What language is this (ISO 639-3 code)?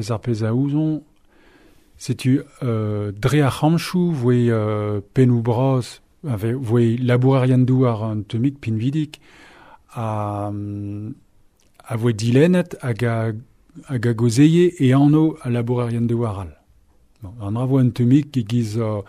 bre